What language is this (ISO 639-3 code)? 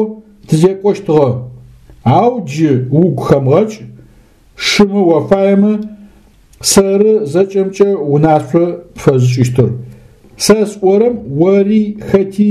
ady